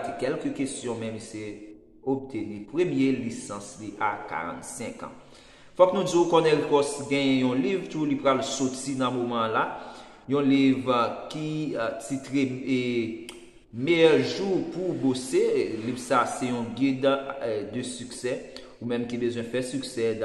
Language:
Haitian Creole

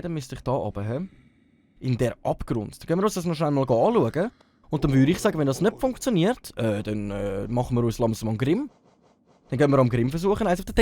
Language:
Swiss German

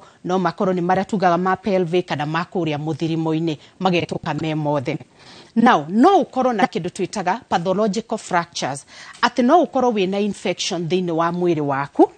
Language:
Kikuyu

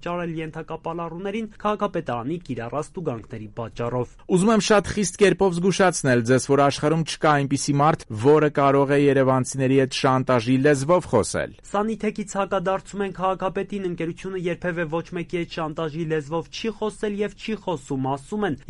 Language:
Armenian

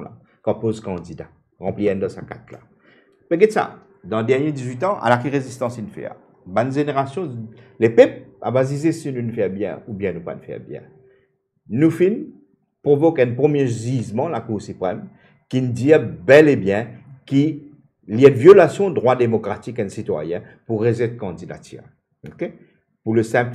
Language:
Morisyen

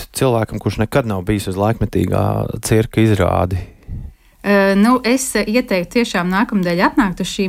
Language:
Latvian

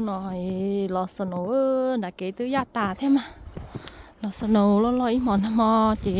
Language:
Hmong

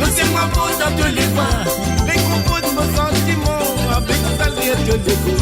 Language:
Morisyen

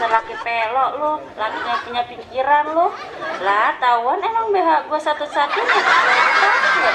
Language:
Betawi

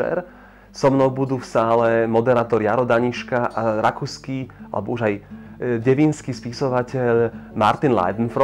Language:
Slovak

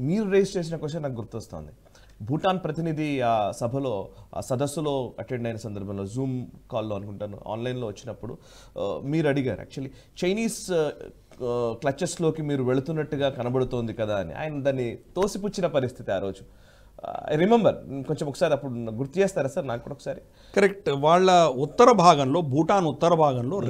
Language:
Telugu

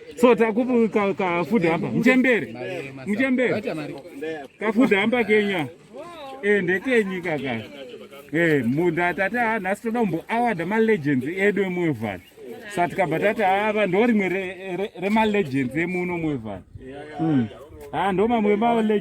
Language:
Shona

